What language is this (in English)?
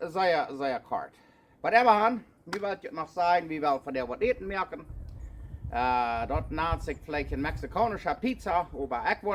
Plautdietsch